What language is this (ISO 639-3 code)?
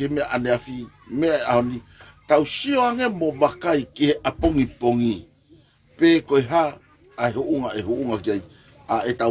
ton